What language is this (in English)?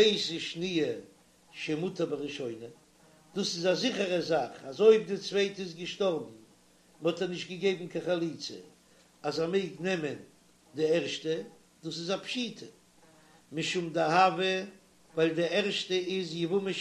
Yiddish